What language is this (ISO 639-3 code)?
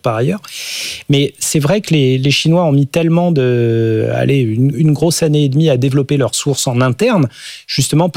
fra